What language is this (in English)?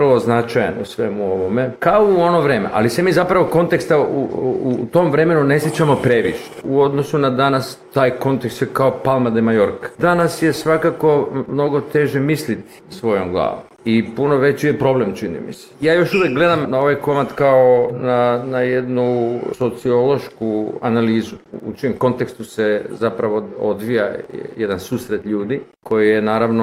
Bosnian